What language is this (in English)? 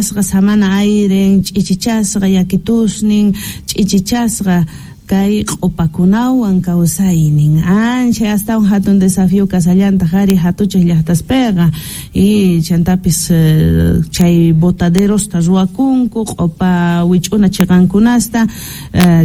South Bolivian Quechua